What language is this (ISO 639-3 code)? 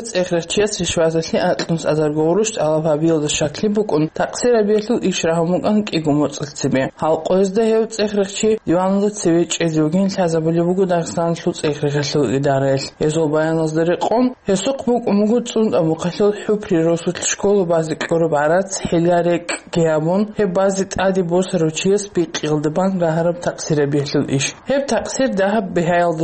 ava